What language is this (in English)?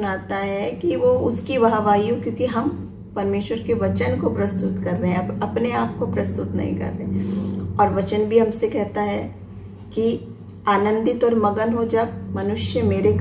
Hindi